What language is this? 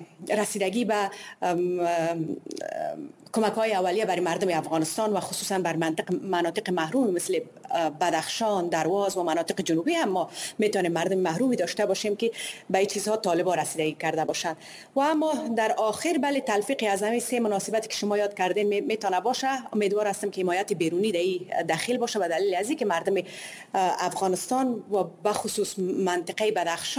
Persian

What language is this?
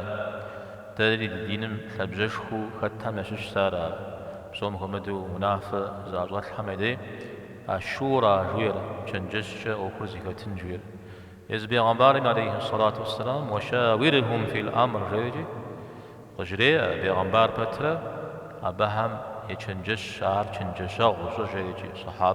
Kabardian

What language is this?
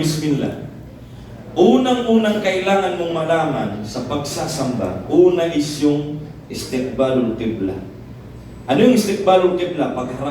Maranao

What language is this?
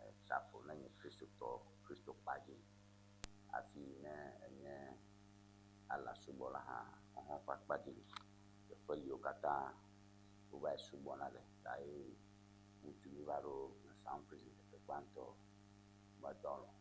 Ewe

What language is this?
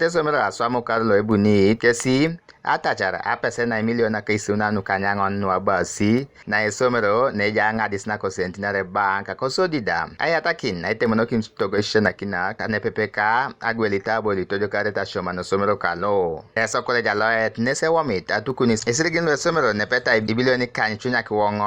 Teso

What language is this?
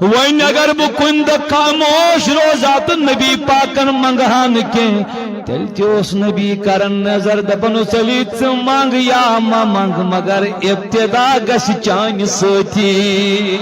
Kashmiri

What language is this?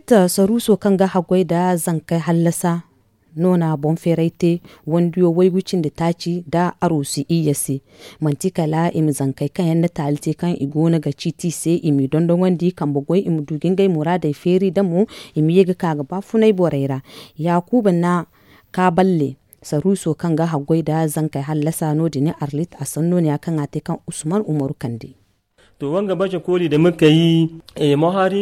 Zarma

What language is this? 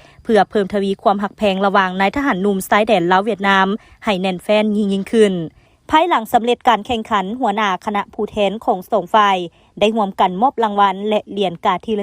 Lao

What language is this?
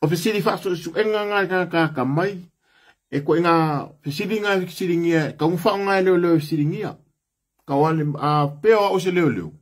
Samoan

